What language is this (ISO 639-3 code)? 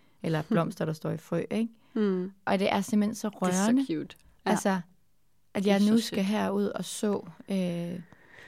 dan